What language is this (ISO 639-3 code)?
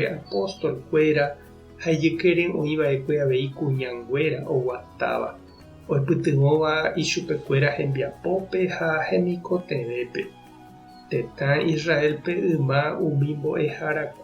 grn